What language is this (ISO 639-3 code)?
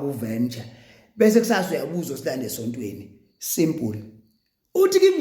zul